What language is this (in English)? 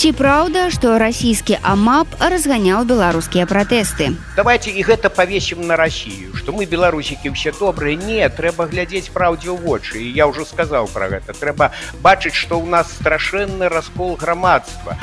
Belarusian